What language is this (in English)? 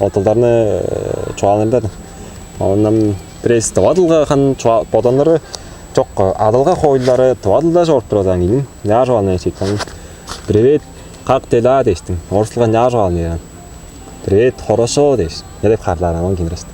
Tuvinian